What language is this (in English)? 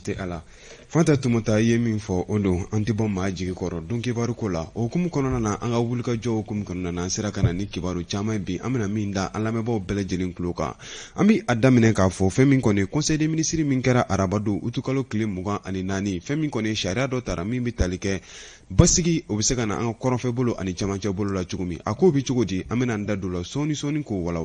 Bambara